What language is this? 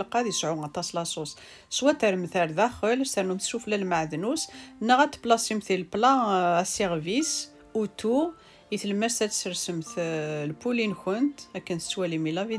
Kabyle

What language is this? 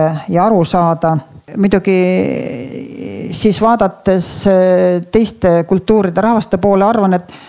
Estonian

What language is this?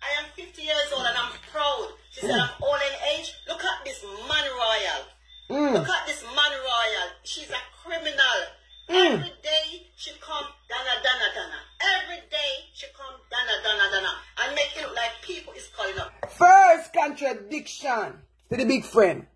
Jamaican Creole English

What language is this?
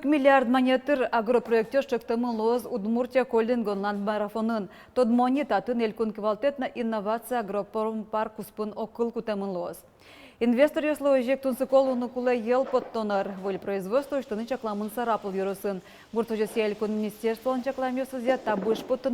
Udmurt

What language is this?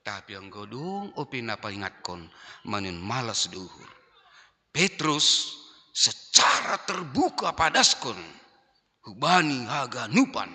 Batak Simalungun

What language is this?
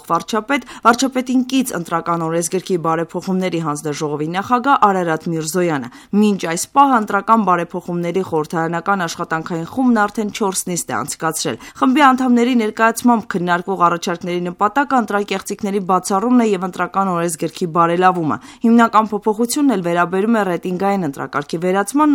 Armenian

